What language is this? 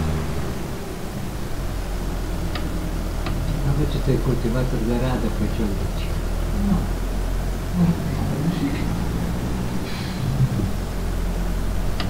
Polish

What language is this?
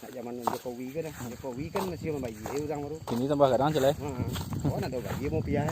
Minangkabau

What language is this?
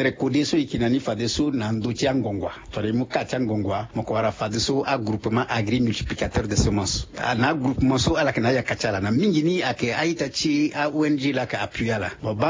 Sango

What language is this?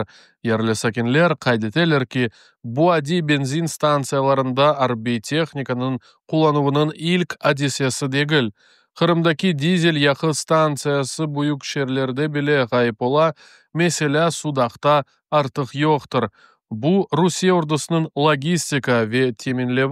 Crimean Tatar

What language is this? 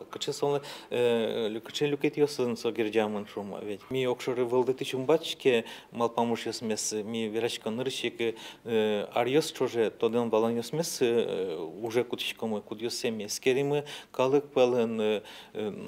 Udmurt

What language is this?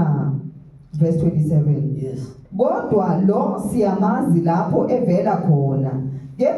Zulu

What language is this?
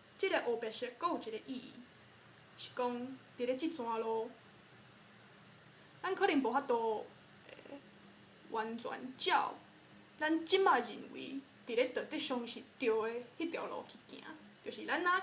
Min Nan Chinese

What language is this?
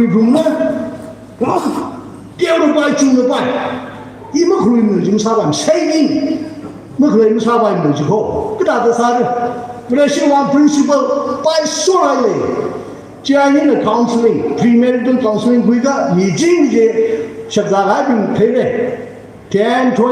Tangkhul Naga (India)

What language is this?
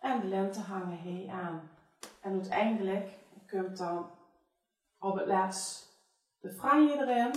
Limburgish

